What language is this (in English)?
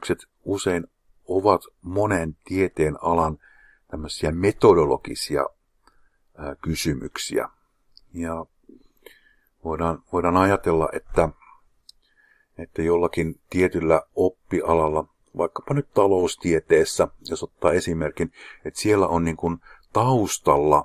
Finnish